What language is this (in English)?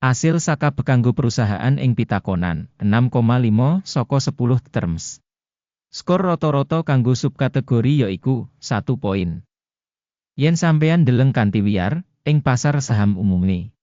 Javanese